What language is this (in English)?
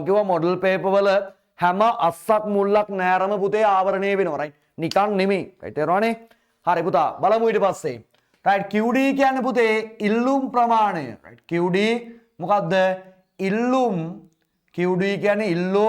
Sinhala